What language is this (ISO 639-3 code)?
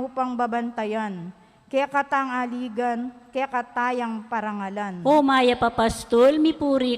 pam